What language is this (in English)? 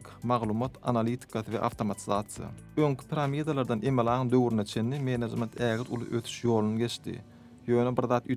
Turkmen